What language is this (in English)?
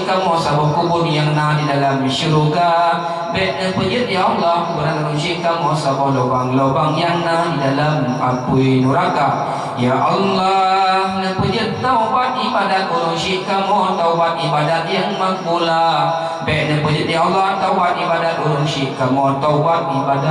Achinese